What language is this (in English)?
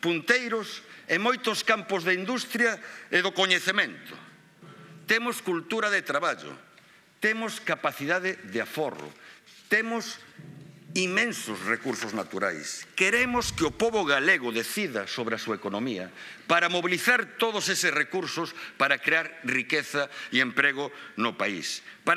Galician